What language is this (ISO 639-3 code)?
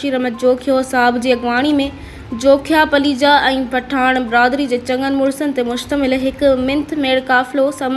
snd